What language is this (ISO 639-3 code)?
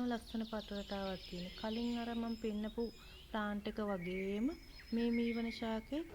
sin